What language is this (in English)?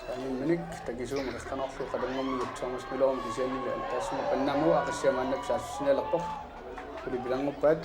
Kalaallisut